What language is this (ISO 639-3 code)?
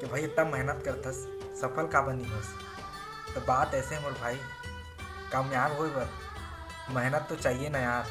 hne